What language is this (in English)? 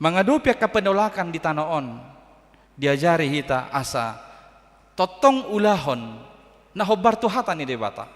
Batak Toba